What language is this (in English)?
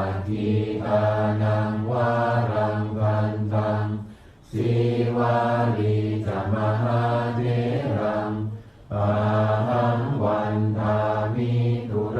Pali